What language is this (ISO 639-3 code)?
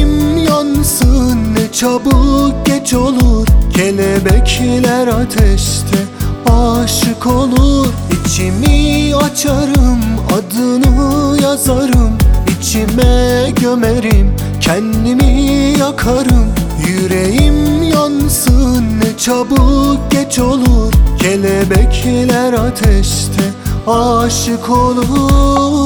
tur